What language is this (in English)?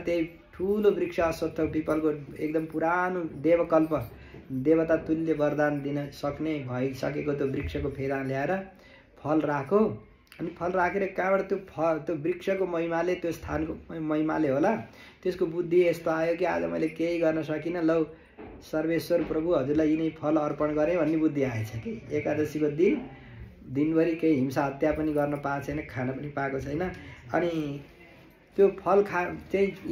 Nepali